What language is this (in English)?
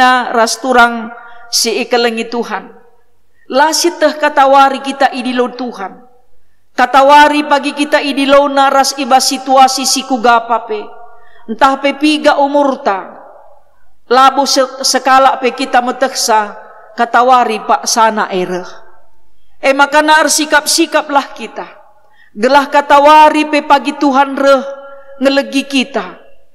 Batak Karo